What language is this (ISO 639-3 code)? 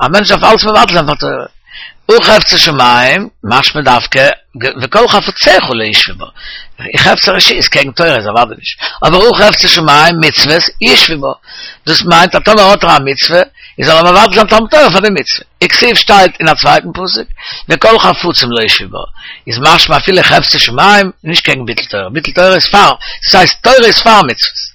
yid